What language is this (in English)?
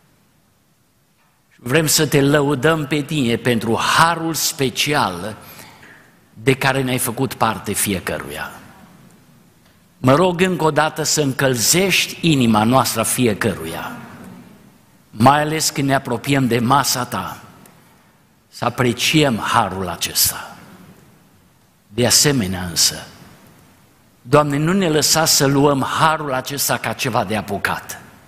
Romanian